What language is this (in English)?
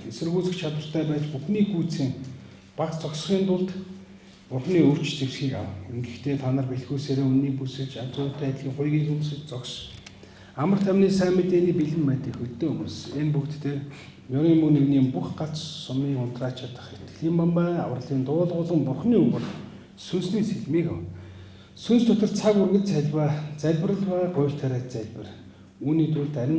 Mongolian